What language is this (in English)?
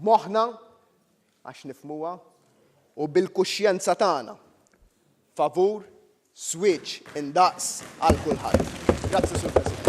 Maltese